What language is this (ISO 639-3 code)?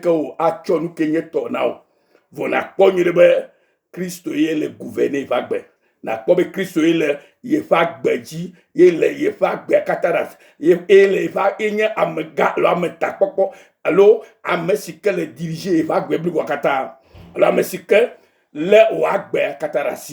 ewe